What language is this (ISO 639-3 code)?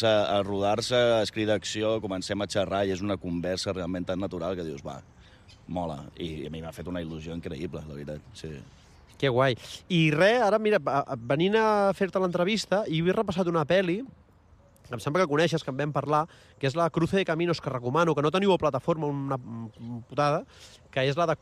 cat